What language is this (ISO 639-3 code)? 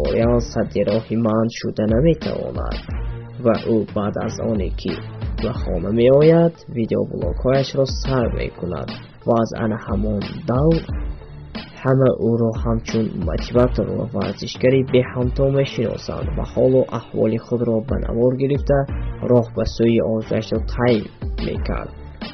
tgk